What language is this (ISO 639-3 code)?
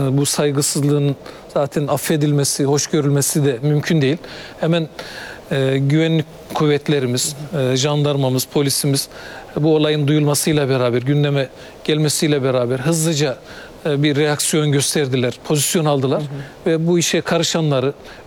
tur